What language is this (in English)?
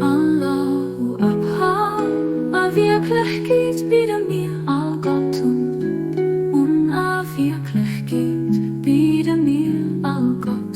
Luxembourgish